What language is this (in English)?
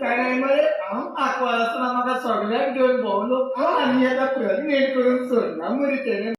Konkani